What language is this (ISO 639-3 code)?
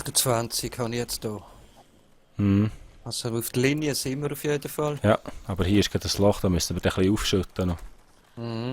gsw